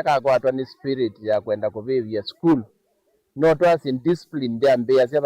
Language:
Kamba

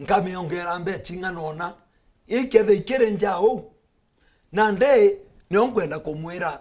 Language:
Meru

